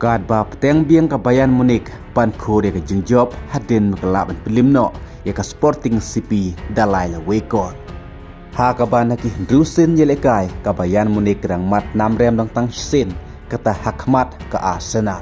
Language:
Khasi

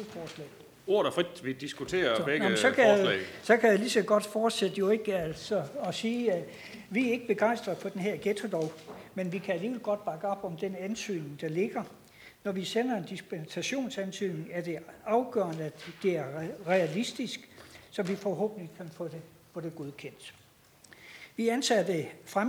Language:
Danish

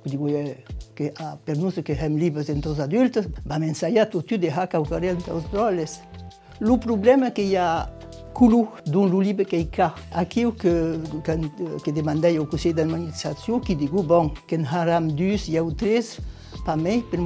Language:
Occitan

